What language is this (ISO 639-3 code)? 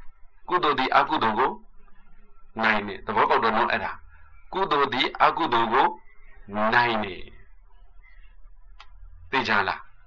mya